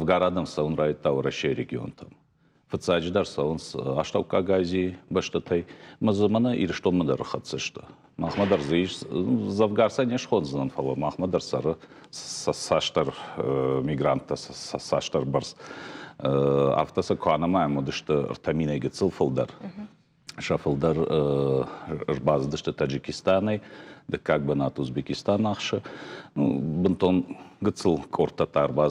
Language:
Ossetic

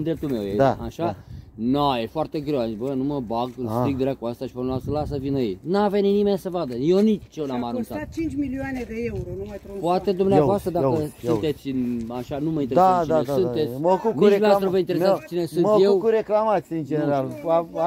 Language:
Romanian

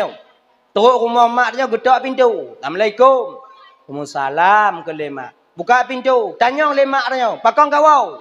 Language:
Achinese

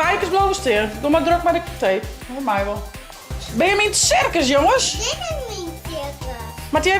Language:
Western Frisian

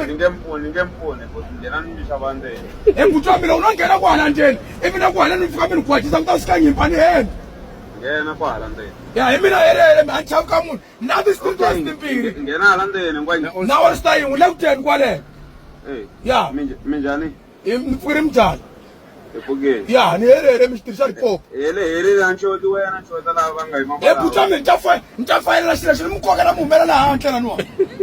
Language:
Tsonga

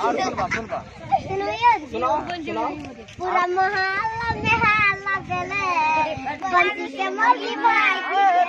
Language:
Maithili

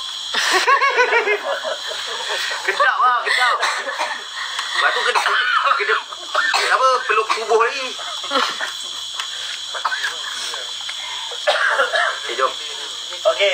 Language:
Malay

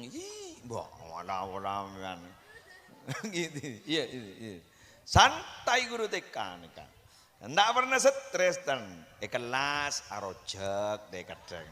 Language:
Madurese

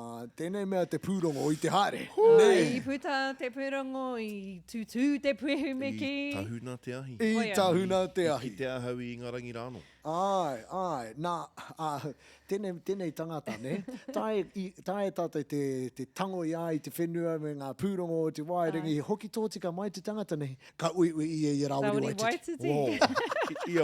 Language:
Māori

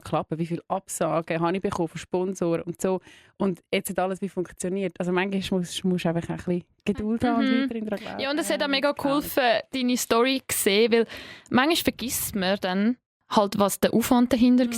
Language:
Swiss German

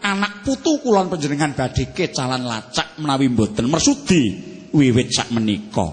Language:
Javanese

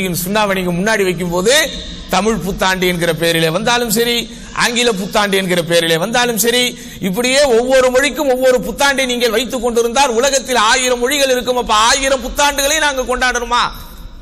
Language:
Tamil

